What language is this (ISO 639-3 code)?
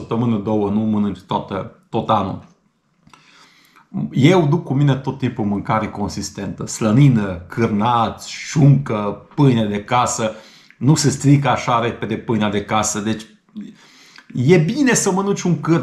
ron